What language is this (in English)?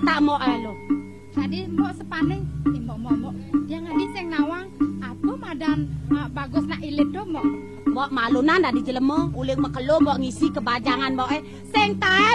Balinese